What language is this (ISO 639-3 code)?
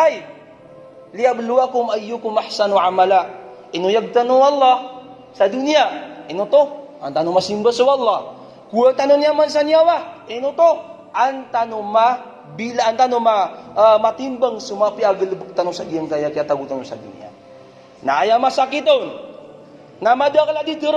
mrw